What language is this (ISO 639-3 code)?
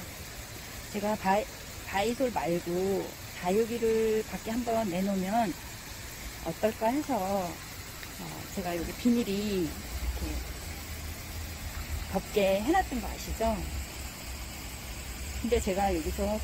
kor